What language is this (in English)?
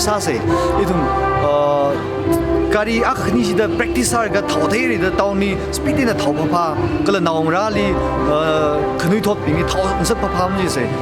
Tangkhul Naga (India)